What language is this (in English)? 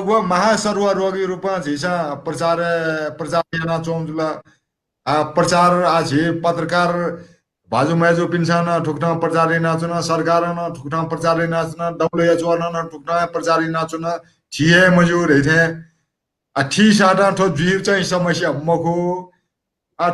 Newari